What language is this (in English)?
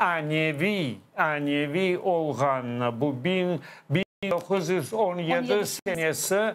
Crimean Tatar